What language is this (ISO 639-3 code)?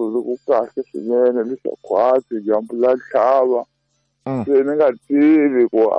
tso